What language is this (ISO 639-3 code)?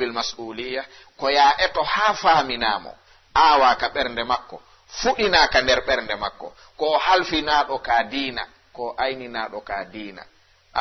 ful